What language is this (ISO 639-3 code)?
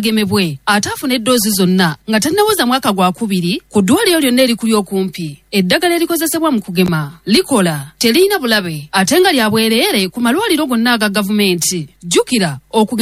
lug